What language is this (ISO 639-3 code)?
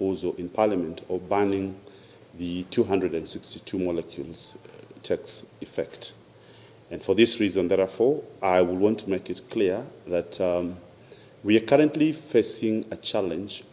kam